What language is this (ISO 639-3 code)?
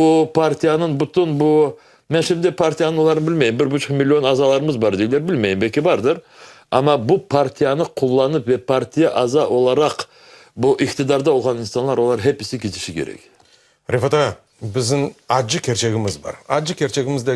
crh